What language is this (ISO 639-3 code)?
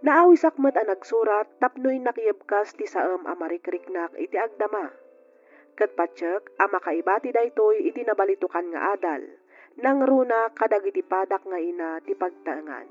ilo